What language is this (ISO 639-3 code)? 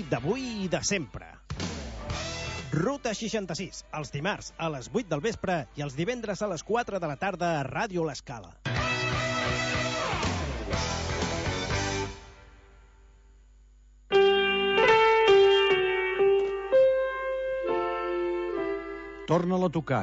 cat